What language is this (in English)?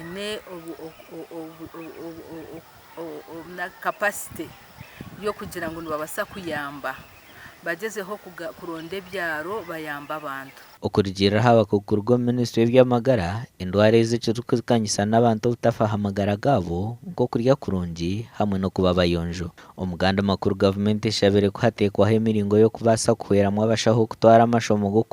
Nyankole